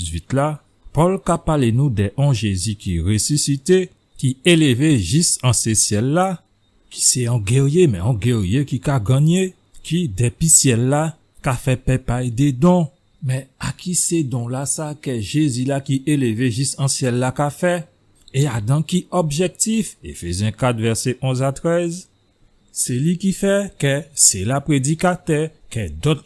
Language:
Guadeloupean Creole French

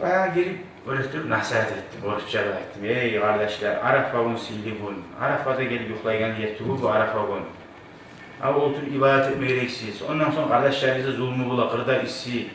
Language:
Kumyk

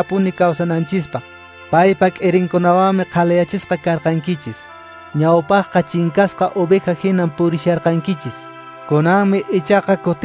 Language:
Quechua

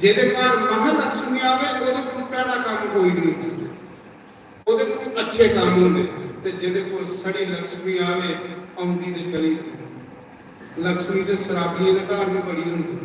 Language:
Dogri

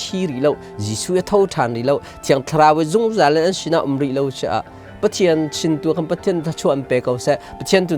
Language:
Hakha Chin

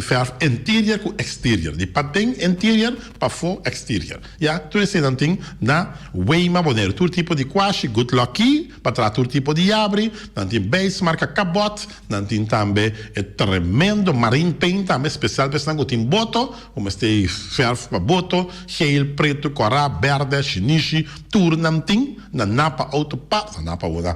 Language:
Papiamento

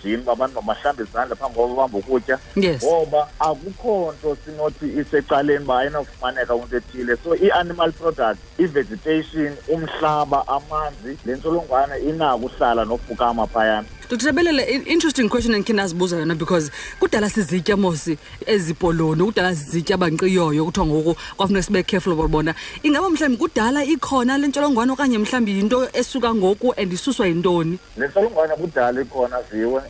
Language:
Xhosa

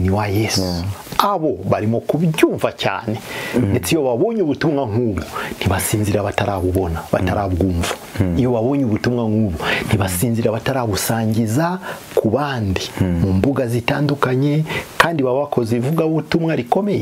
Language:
Kinyarwanda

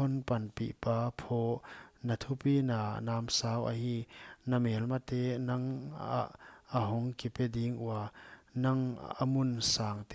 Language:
Paite Chin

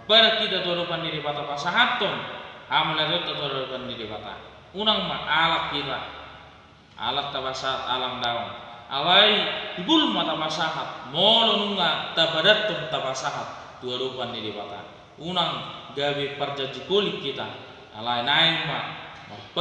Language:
Batak Toba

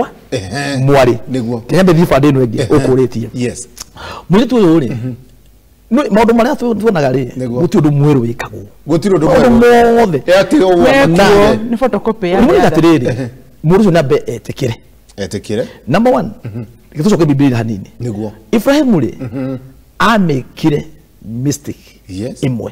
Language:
Kikuyu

